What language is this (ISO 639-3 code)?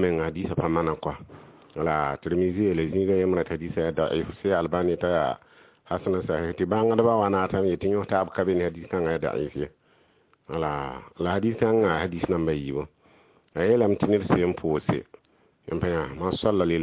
mos